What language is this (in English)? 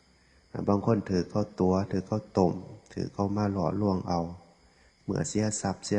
Northeastern Thai